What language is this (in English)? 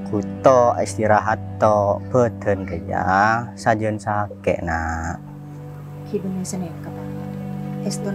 Madurese